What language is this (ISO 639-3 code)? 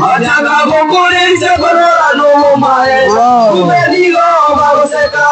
guz